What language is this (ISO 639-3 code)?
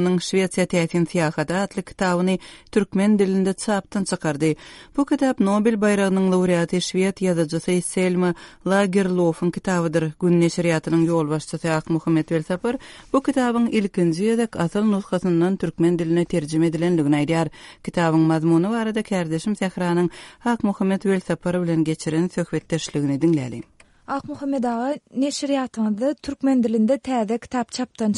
tuk